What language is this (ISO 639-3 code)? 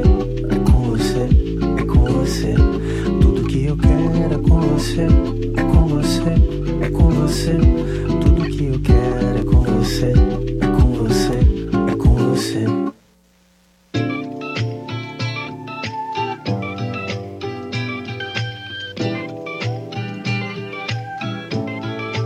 por